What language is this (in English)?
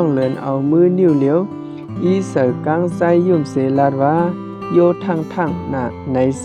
Shan